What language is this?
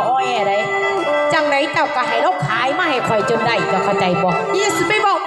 Northeastern Thai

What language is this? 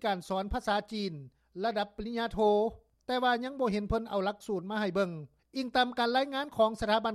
Lao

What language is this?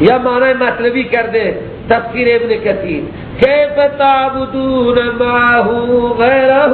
Persian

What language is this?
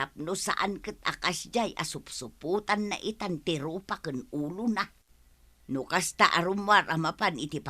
Iloko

